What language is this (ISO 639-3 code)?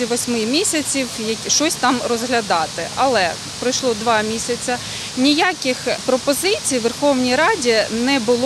ukr